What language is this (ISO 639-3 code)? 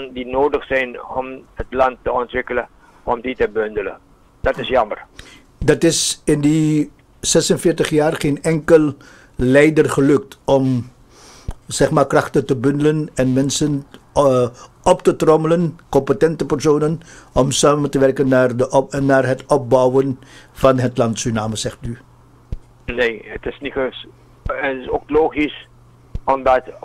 nld